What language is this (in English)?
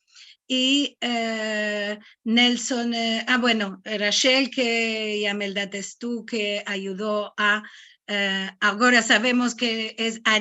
Ladino